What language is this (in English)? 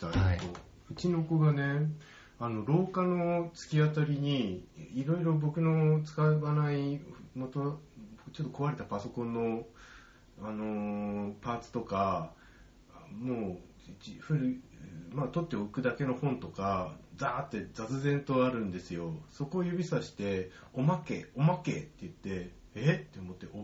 Japanese